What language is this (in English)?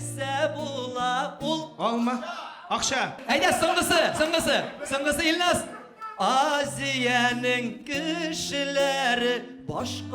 Tatar